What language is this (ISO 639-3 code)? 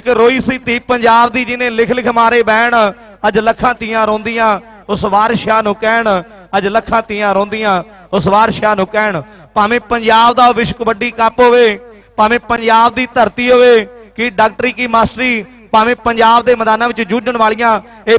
pan